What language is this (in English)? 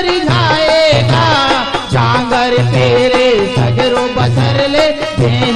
Chhattisgarhi